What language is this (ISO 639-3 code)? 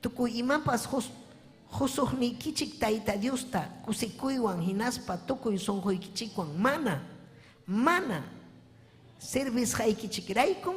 quy